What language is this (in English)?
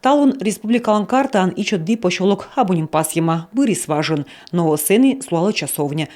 Komi